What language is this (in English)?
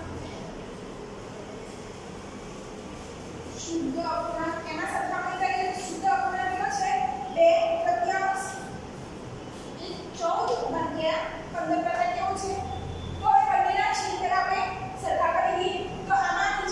Gujarati